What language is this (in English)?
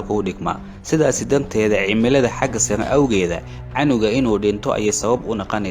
Somali